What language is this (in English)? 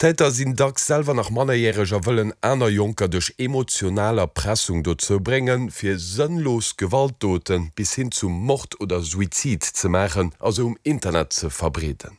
Luxembourgish